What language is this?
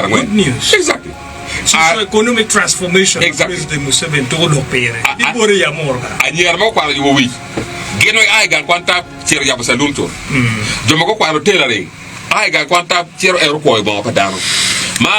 Acoli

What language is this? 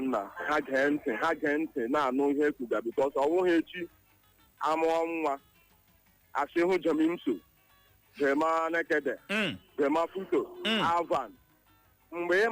Igbo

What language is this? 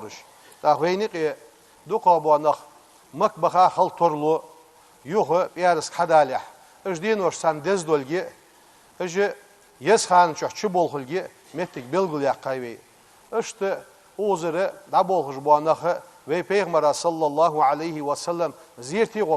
Ingush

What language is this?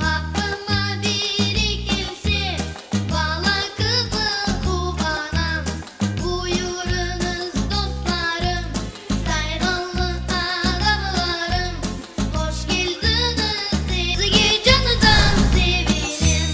Crimean Tatar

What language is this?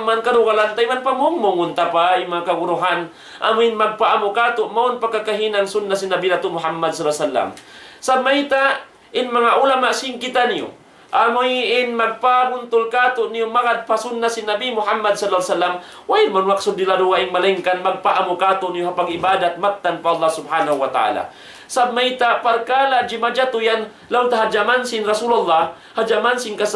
Tausug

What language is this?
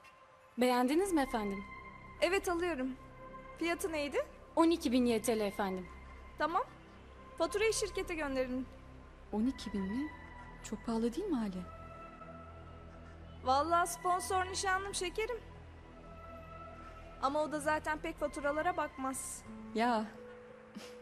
Turkish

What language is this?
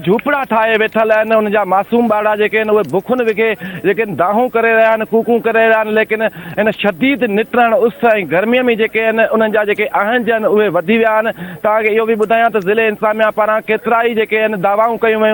Sindhi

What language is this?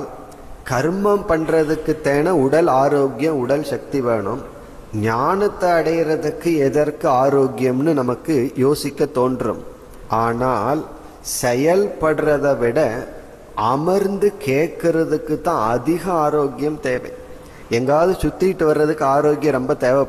Tamil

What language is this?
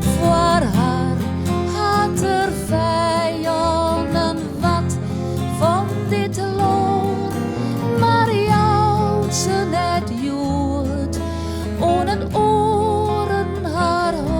Western Frisian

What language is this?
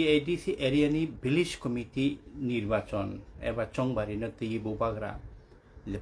Kok Borok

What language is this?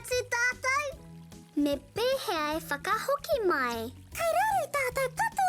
Māori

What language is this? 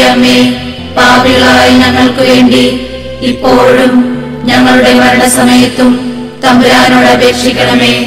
Malayalam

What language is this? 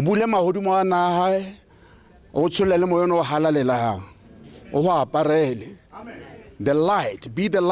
Tswana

